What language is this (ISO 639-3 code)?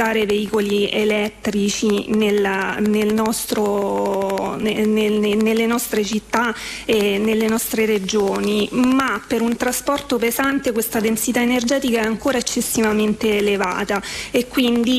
ita